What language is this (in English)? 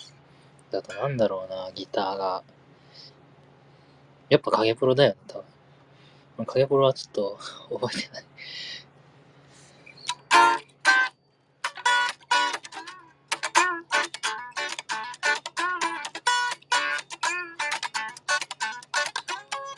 Japanese